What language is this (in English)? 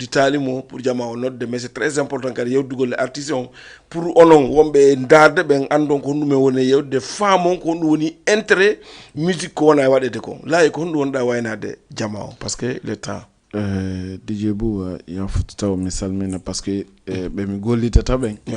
Fula